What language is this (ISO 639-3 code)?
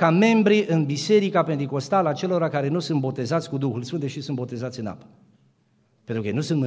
ron